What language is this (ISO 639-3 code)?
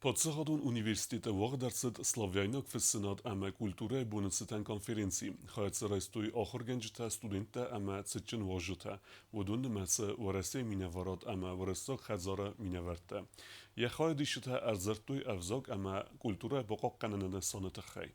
oss